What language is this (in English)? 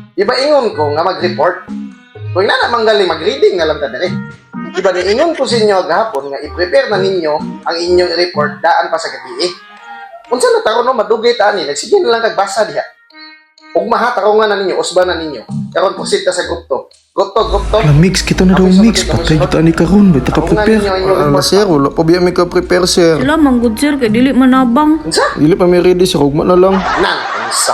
Cebuano